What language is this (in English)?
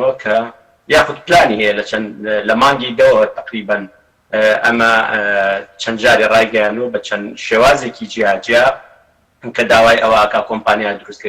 Central Kurdish